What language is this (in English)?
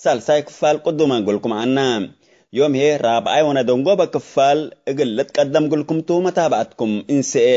Tigre